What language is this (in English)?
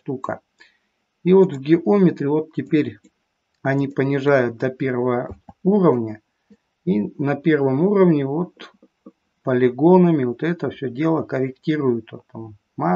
Russian